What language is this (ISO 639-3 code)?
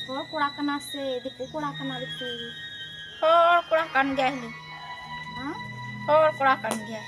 sat